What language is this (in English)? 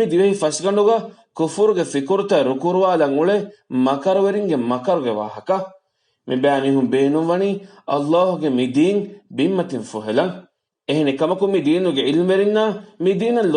Divehi